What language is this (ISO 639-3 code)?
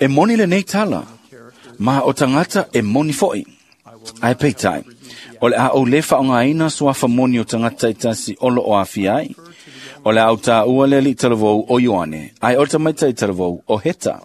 smo